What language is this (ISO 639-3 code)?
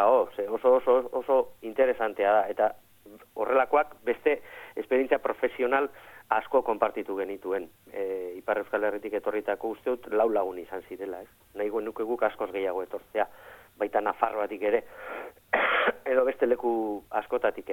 eus